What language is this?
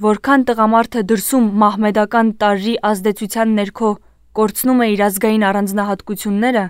Armenian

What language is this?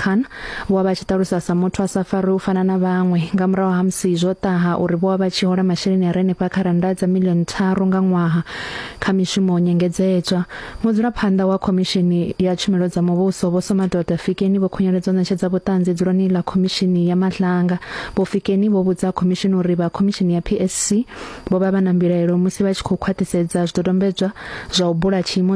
Venda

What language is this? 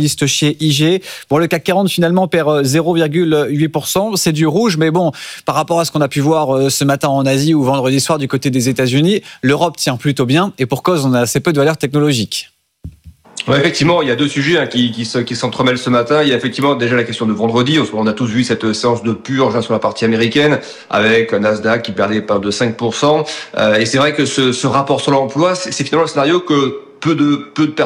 French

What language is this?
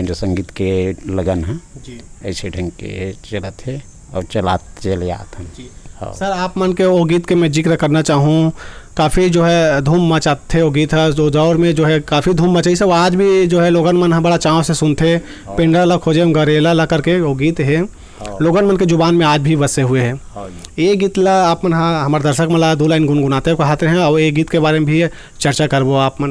Chhattisgarhi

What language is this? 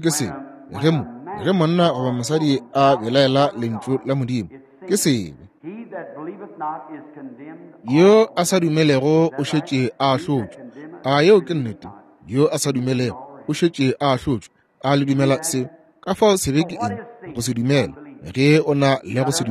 Northern Sotho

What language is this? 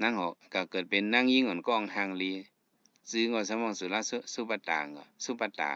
Shan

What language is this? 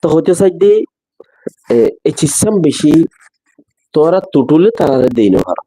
Rohingya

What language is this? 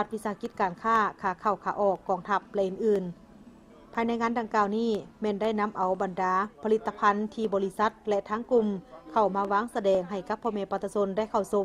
Lao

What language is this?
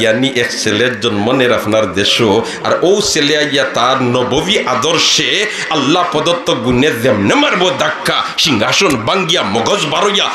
Sylheti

